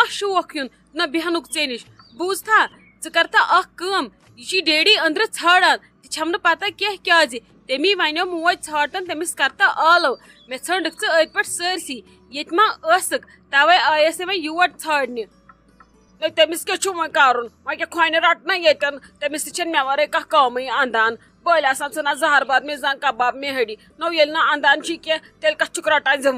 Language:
Kashmiri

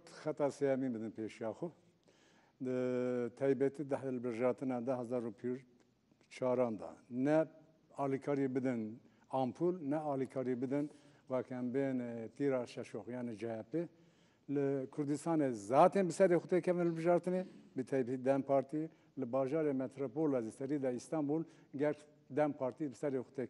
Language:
Kurdish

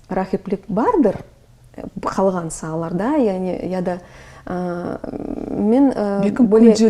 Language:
Crimean Tatar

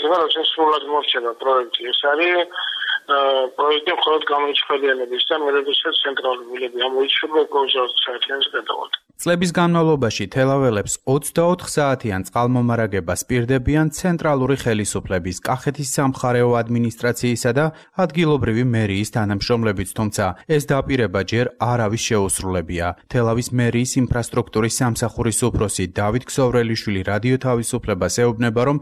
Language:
Georgian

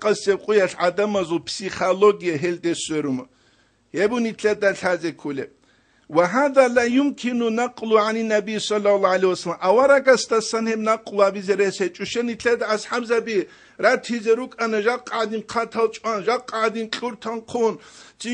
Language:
Avaric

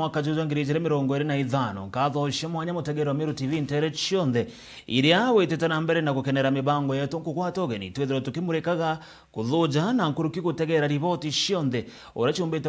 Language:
Meru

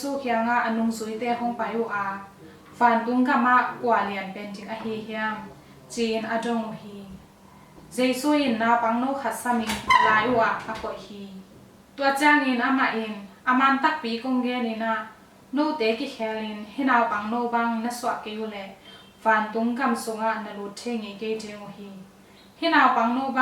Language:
Tedim Chin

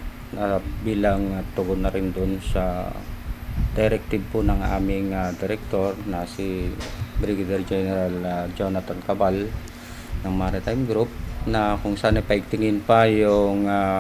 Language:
Bikol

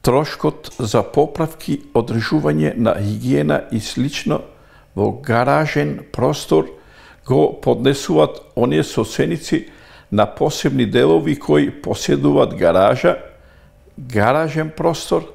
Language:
Macedonian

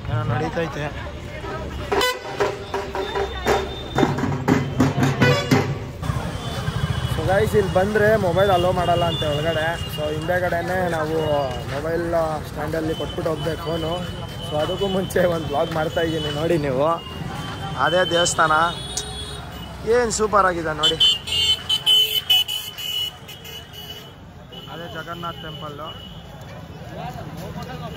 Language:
Kannada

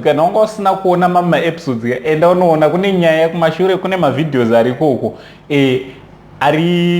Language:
Shona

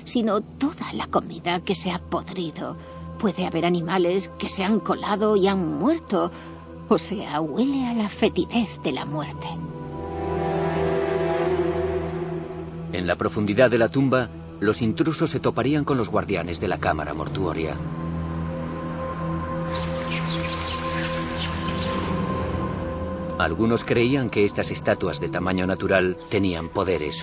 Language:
Spanish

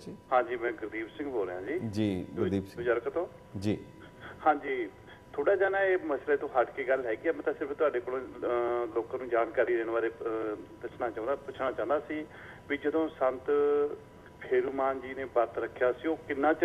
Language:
Punjabi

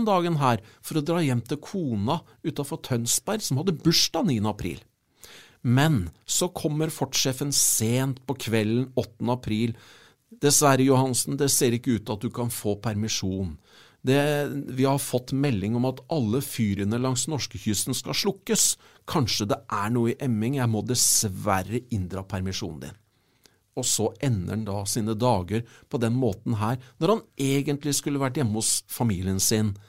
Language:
Norwegian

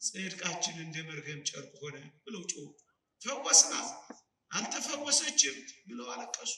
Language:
Amharic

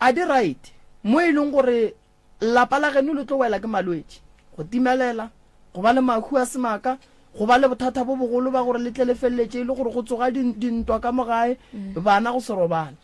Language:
Northern Sotho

